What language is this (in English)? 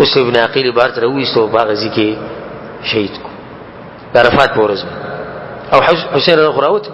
Pashto